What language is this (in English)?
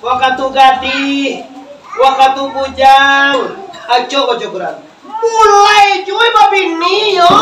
Minangkabau